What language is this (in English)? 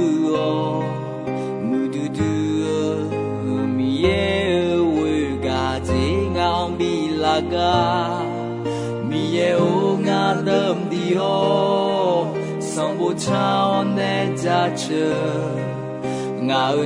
Akha